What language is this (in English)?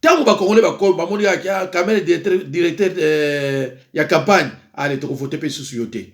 Lingala